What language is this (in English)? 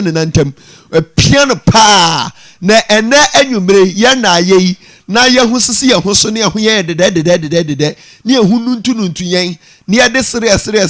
Akan